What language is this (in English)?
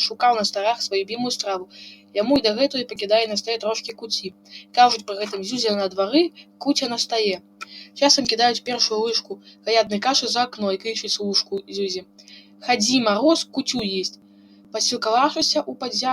Belarusian